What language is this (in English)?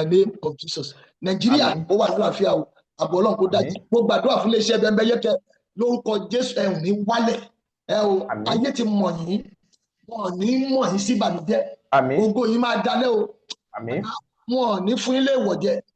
Yoruba